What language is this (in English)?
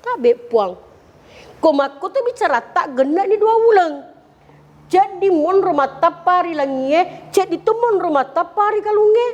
Buginese